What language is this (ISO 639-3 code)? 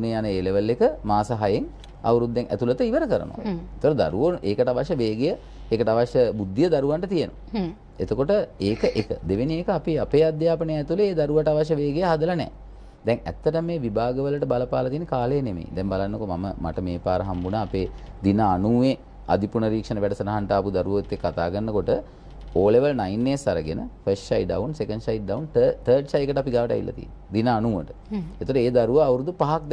sin